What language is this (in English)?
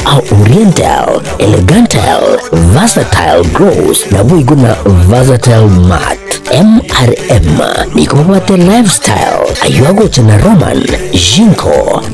Gusii